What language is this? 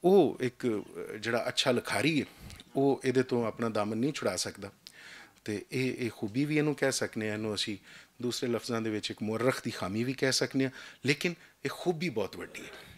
Western Panjabi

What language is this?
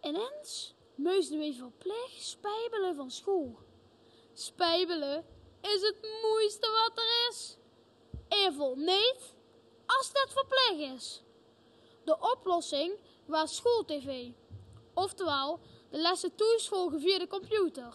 Limburgish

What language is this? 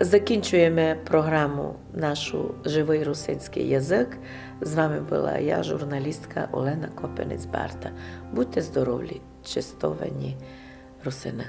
Rusyn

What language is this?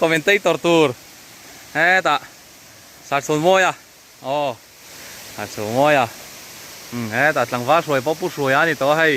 Mizo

